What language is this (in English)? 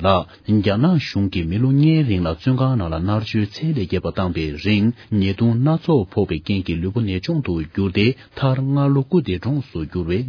Tibetan